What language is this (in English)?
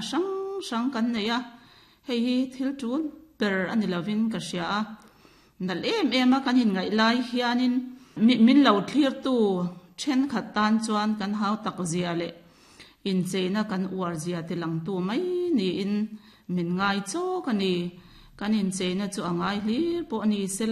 Mizo